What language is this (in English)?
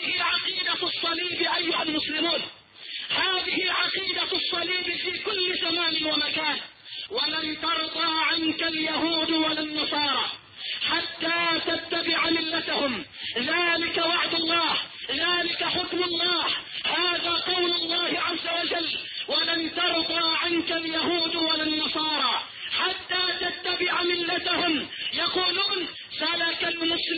Arabic